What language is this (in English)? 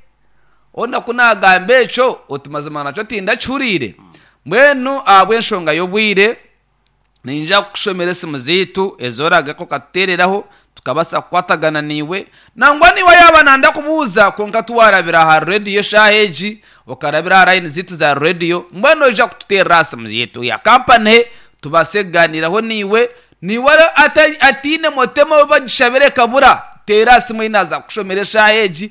Nyankole